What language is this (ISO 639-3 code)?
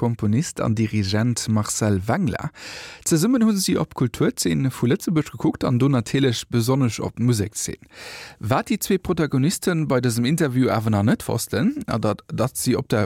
ltz